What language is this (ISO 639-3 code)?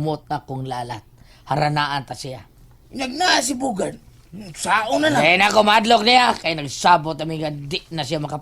ceb